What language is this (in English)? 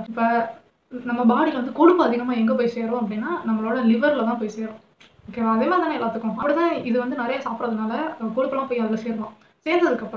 Tamil